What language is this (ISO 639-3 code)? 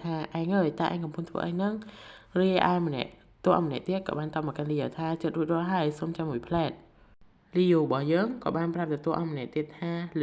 khm